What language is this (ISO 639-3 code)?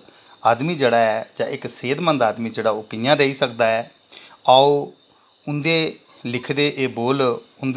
doi